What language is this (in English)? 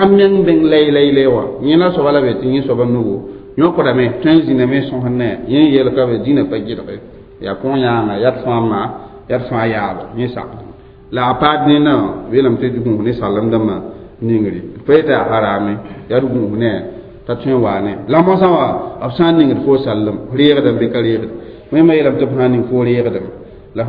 Mossi